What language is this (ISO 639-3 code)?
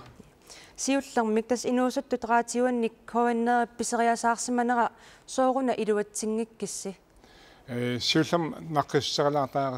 kal